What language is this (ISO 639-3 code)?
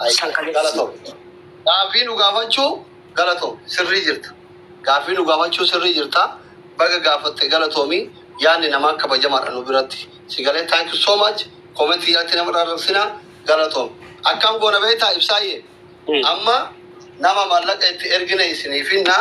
orm